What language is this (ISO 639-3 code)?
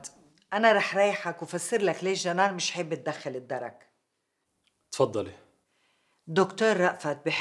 apc